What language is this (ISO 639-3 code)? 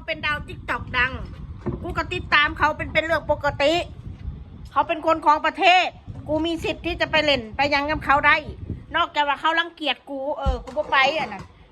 tts